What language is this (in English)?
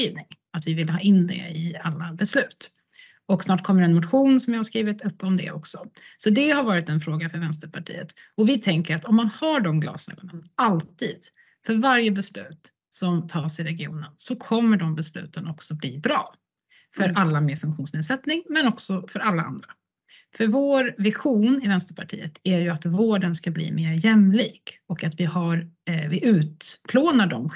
Swedish